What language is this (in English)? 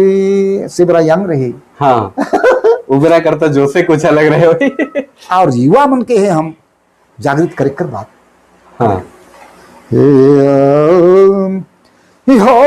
Sadri